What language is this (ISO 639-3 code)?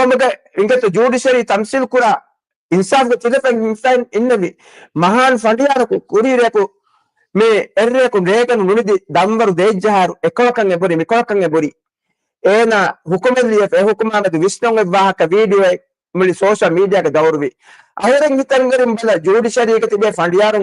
div